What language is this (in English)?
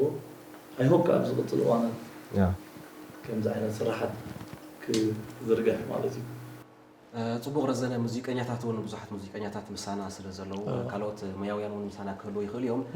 Tigrinya